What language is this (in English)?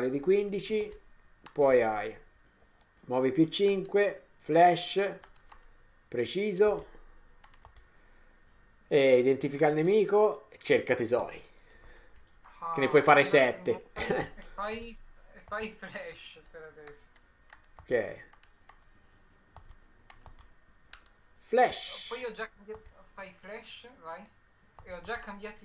Italian